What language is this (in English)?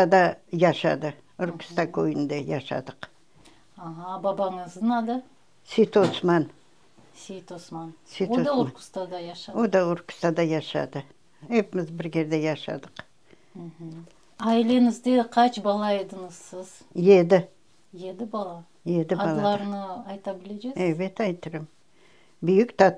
Crimean Tatar